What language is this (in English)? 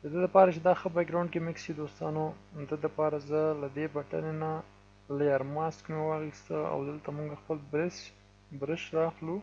Pashto